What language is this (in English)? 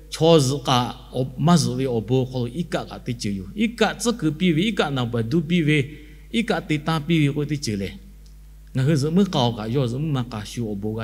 Lahu